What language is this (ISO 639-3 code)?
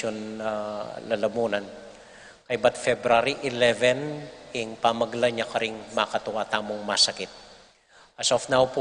pam